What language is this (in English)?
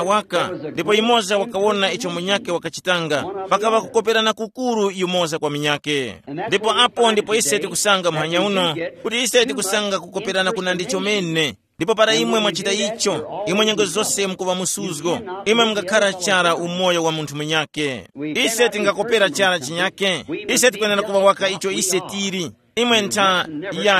Tumbuka